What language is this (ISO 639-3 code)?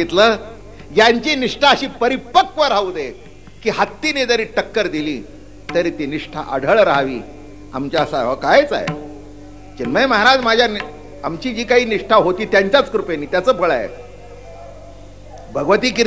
mar